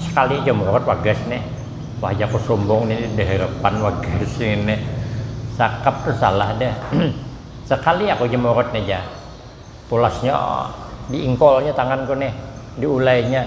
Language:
Banjar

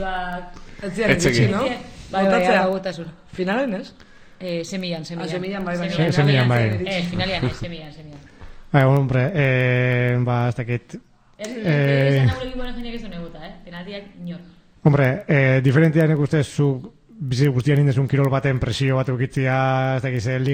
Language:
Basque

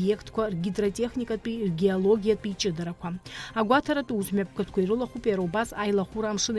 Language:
Abkhazian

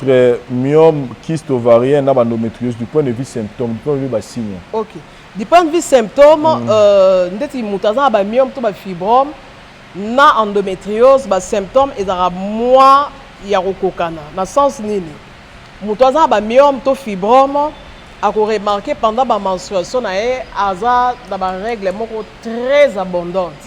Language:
Lingala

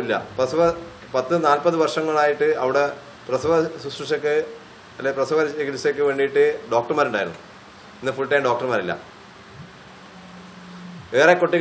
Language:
Malayalam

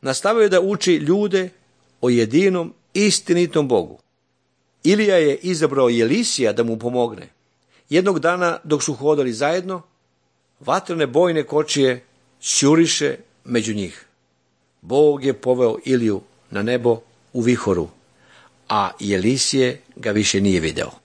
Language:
Serbian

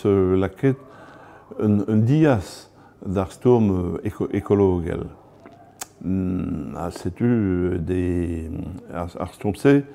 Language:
Breton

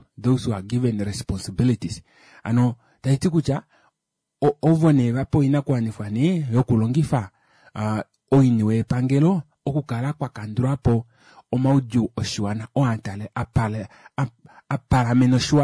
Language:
Kuanyama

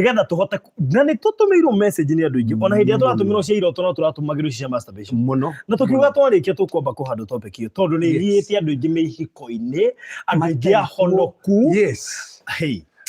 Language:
Kikuyu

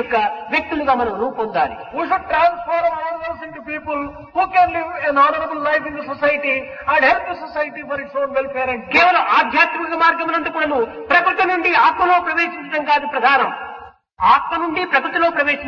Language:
Telugu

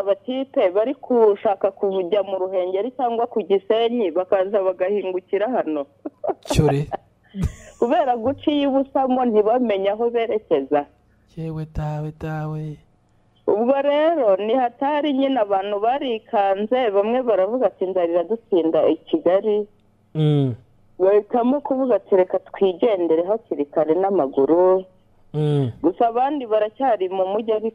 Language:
Kinyarwanda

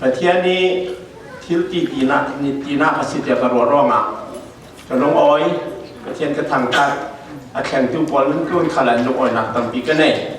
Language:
Falam Chin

